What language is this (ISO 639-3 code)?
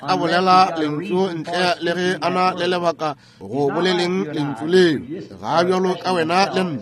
nso